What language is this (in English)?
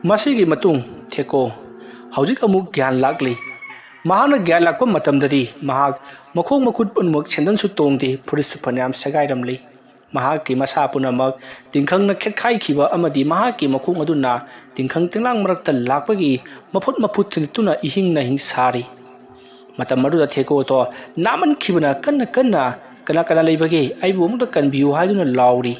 Manipuri